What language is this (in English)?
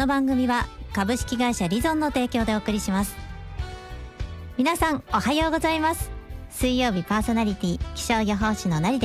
Japanese